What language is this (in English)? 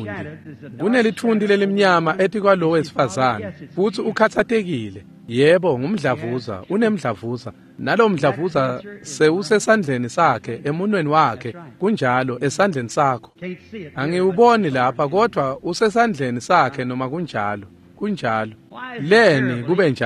Swati